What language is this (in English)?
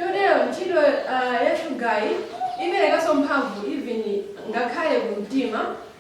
Nyanja